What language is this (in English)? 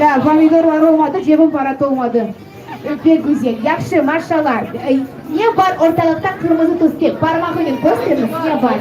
Crimean Tatar